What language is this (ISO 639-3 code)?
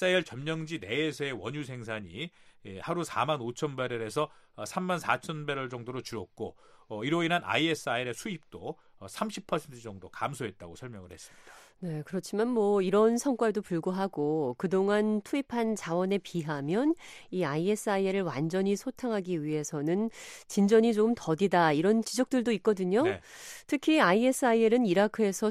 kor